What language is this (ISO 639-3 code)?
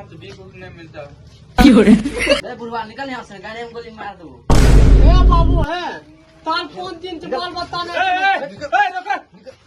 mag